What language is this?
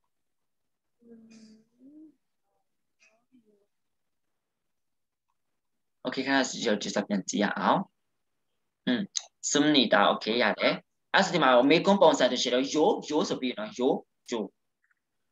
Burmese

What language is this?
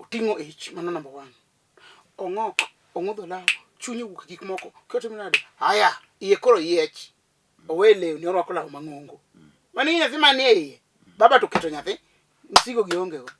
Luo (Kenya and Tanzania)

